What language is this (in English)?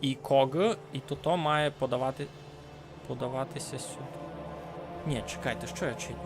Rusyn